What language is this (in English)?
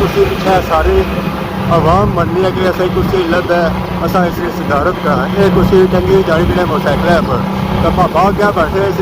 Pahari-Potwari